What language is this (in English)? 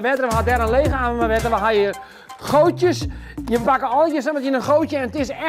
Western Frisian